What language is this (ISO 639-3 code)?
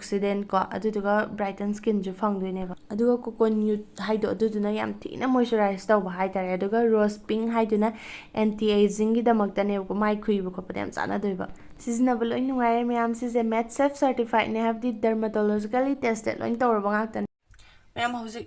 mni